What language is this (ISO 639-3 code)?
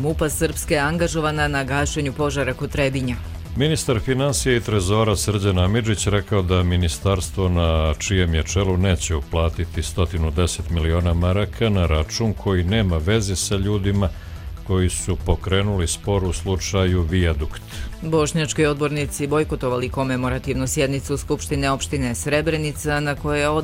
hrv